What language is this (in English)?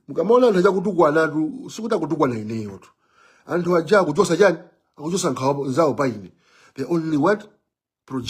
Nyanja